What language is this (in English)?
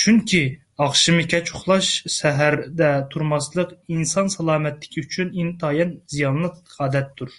Uyghur